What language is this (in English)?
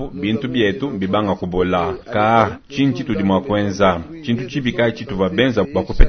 Luba-Lulua